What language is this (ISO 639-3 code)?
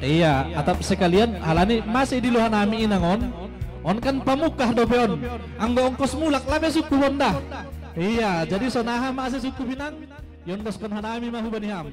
bts